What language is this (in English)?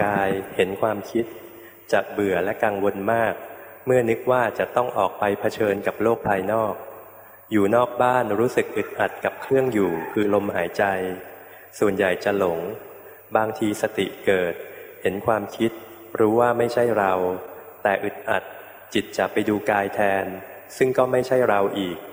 Thai